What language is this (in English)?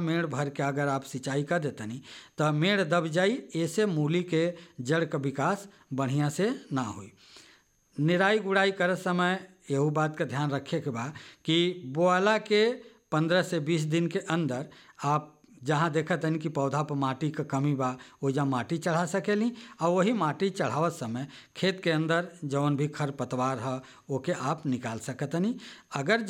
Bhojpuri